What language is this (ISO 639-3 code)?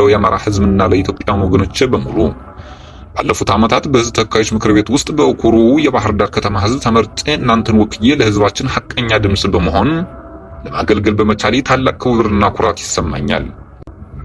amh